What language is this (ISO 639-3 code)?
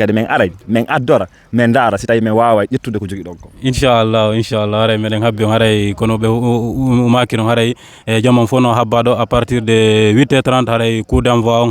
ful